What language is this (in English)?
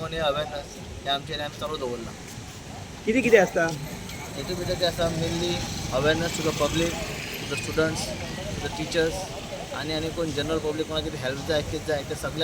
Konkani